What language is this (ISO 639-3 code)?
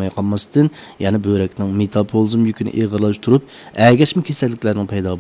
uig